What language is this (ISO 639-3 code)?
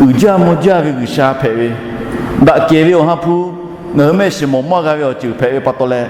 lhu